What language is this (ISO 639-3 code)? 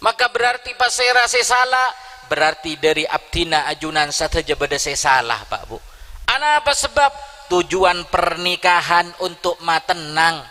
mad